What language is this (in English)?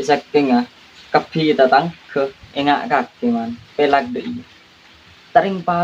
Madurese